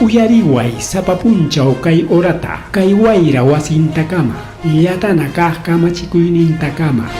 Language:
Ayacucho Quechua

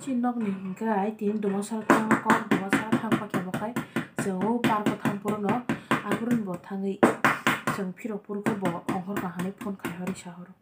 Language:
Kok Borok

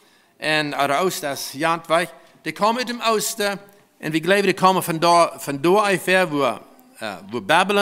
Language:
Plautdietsch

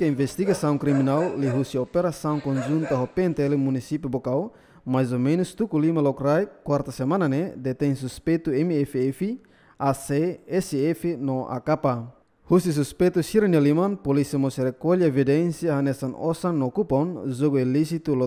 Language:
Tetum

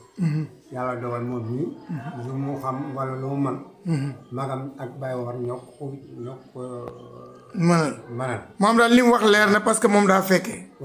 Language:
Wolof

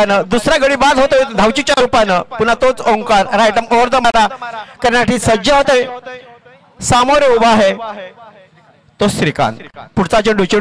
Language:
Marathi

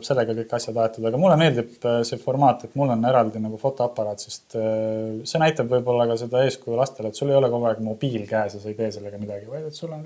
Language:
Estonian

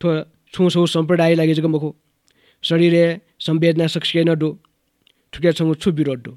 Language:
Newari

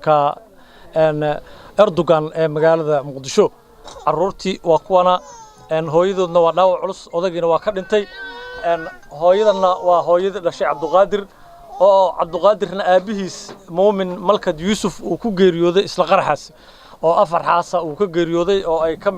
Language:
Somali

